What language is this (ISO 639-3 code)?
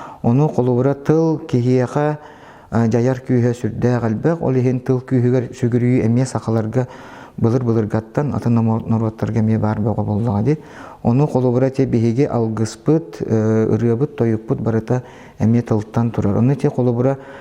sah